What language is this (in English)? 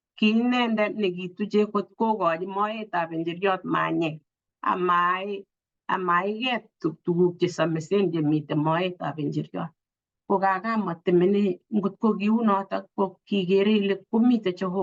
Kalenjin